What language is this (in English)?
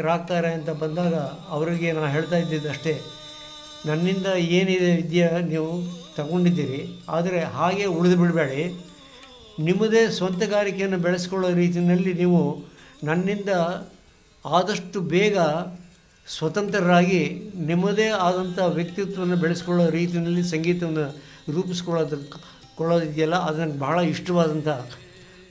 Kannada